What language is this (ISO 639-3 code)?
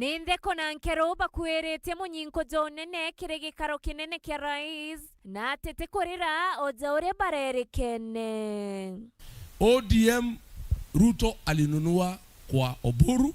mer